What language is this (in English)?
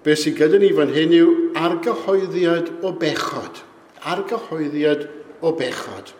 Welsh